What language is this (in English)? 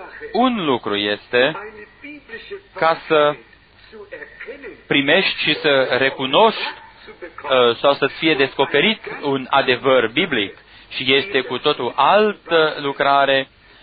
Romanian